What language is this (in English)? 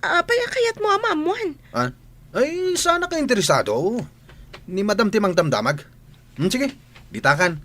Iloko